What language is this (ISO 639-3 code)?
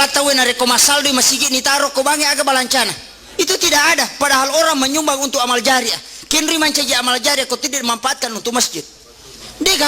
bug